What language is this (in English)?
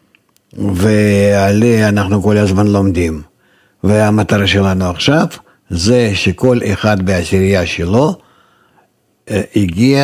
Hebrew